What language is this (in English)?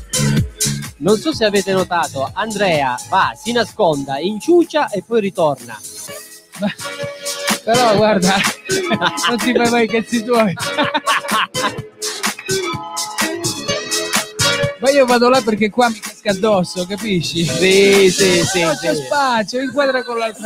Italian